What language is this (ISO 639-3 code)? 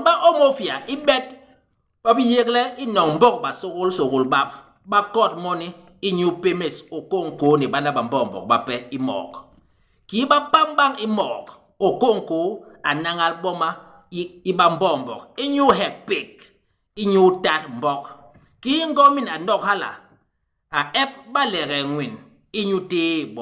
bas